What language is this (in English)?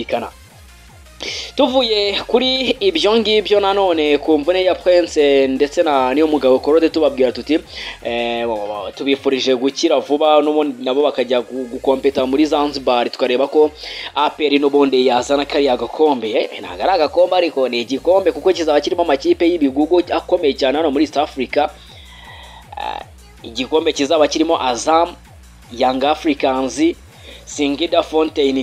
Kinyarwanda